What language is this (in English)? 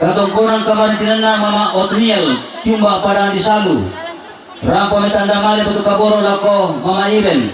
Toraja-Sa'dan